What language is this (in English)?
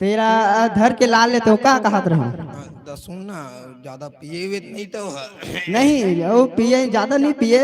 Chhattisgarhi